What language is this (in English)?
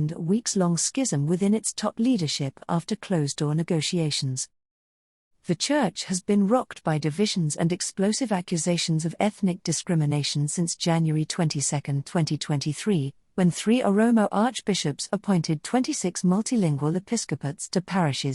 English